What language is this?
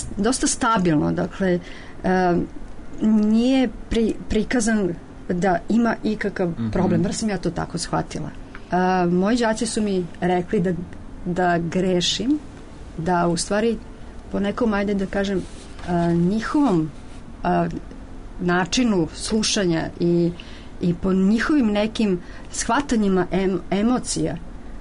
Serbian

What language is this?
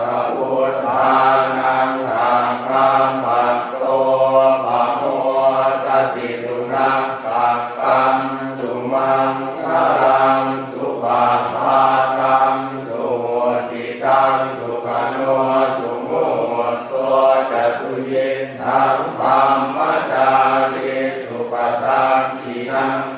Pali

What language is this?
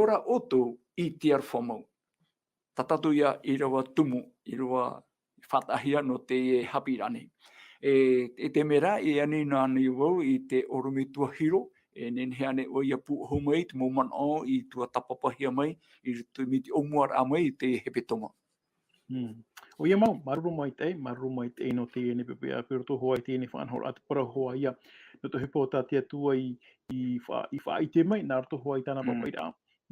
Tahitian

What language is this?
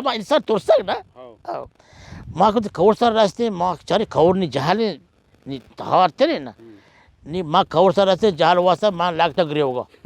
Baluchi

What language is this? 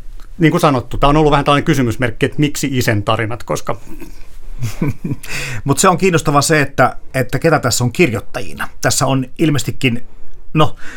Finnish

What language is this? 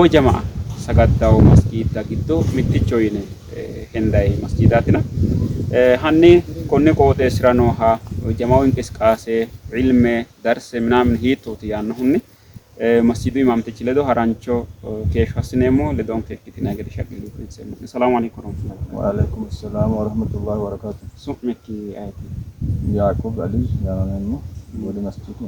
Sidamo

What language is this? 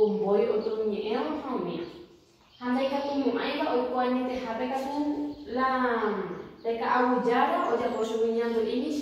Guarani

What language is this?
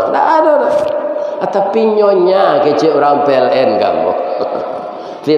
Minangkabau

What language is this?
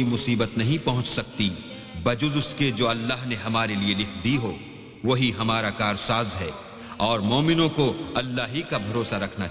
Urdu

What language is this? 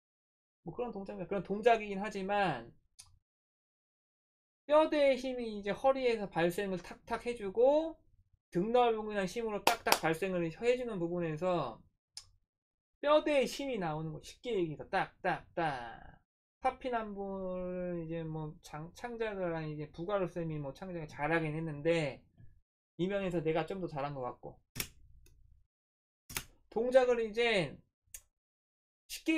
Korean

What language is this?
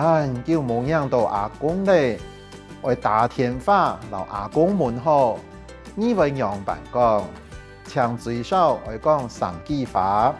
Hakka Chinese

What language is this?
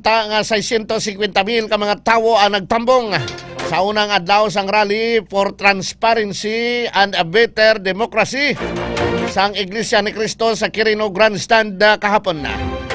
Hiligaynon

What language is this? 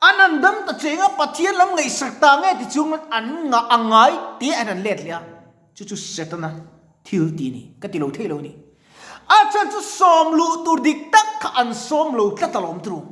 Mizo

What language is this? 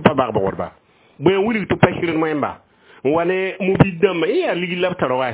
Mossi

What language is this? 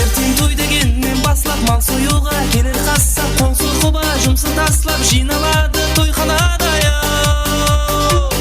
Kara-Kalpak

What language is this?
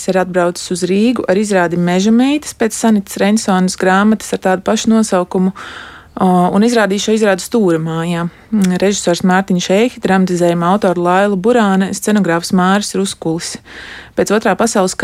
Latvian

